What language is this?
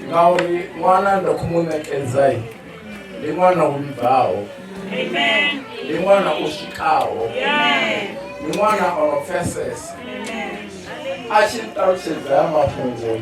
Venda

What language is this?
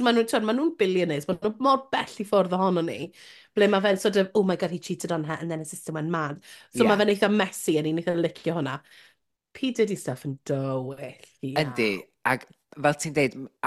Welsh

